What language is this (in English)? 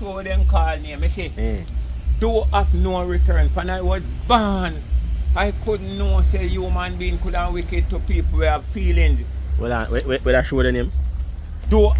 Jamaican Creole English